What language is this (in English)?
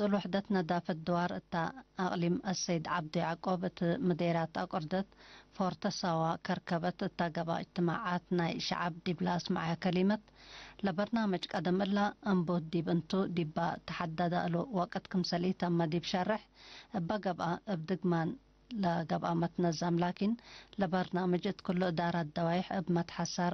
Tigre